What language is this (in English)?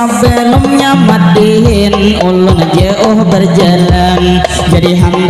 Banjar